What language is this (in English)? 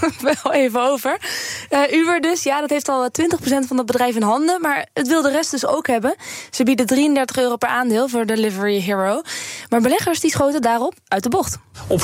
Dutch